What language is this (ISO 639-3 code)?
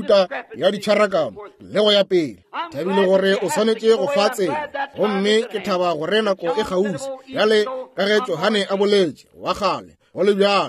nso